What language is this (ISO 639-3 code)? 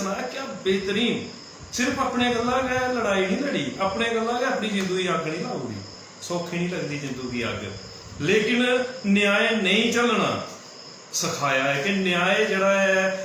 doi